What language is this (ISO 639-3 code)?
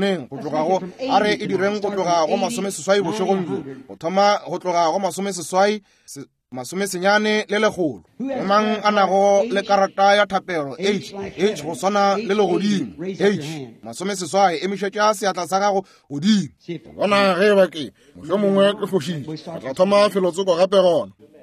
nso